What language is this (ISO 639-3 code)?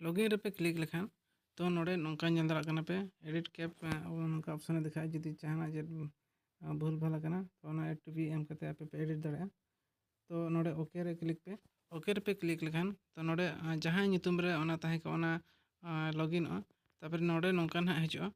sat